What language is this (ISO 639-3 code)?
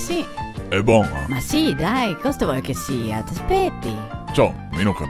vec